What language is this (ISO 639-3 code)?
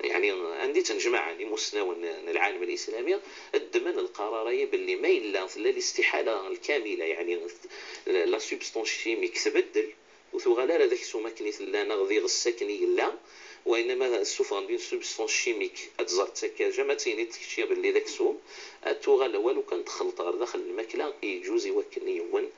ary